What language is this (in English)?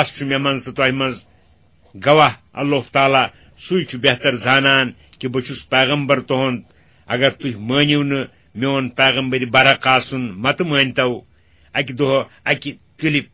Kashmiri